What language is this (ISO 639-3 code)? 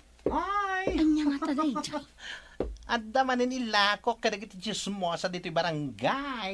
ilo